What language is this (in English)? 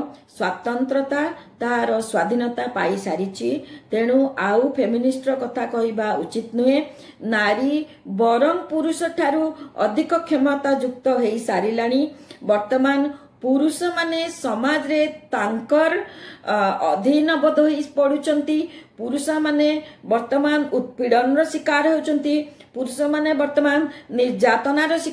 Odia